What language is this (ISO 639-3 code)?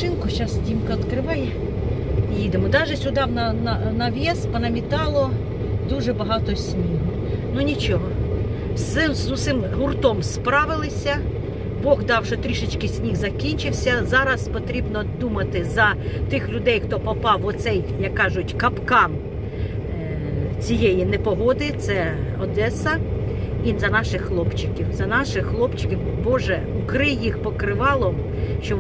ukr